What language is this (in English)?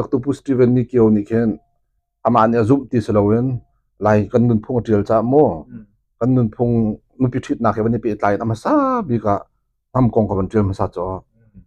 Hakha Chin